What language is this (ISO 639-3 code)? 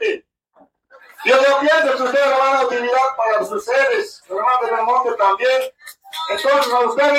aym